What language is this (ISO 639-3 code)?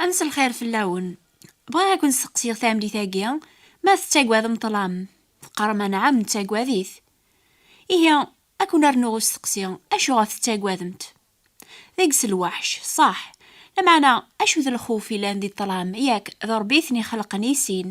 kab